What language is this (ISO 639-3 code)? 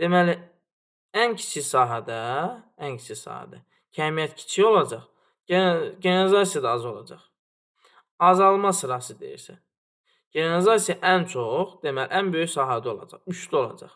aze